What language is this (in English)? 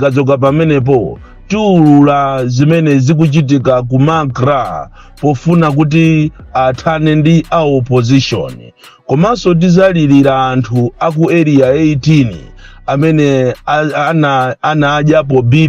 Nyanja